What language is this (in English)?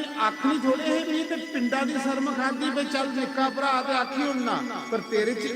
Dogri